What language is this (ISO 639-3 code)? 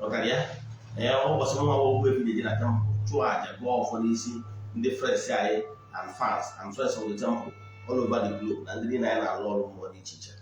ibo